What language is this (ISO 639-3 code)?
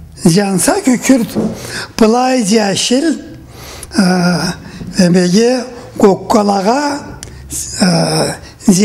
krc